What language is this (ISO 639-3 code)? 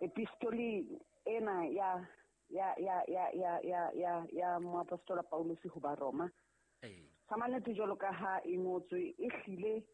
sot